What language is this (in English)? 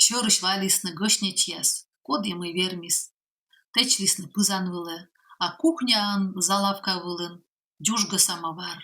Komi